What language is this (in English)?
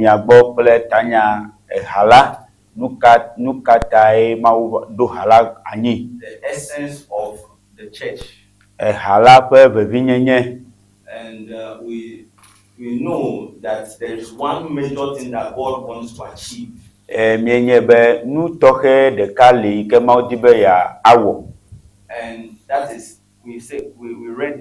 Ewe